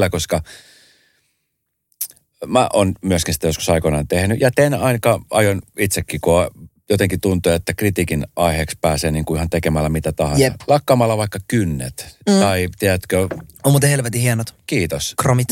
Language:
Finnish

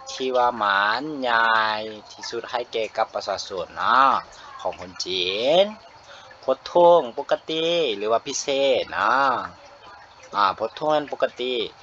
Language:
Lao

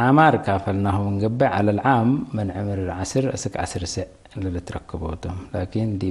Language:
Tigre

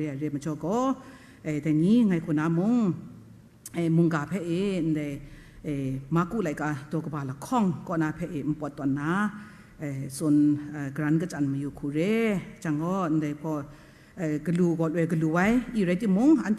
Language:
Kachin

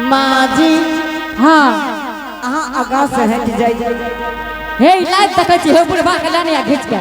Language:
Angika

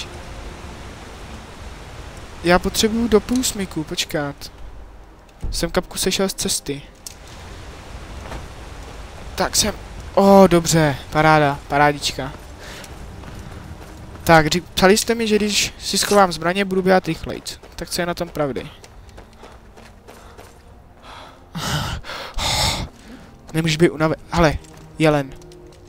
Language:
Czech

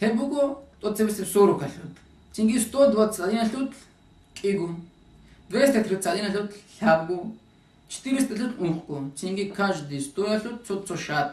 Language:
Avaric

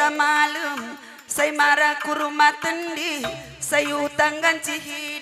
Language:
Batak Karo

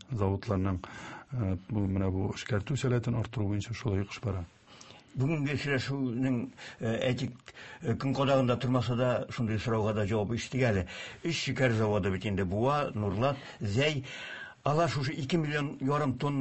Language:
Tatar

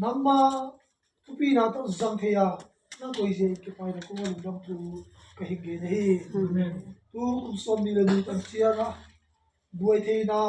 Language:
Tedim Chin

